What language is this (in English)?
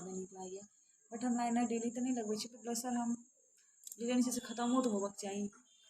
Maithili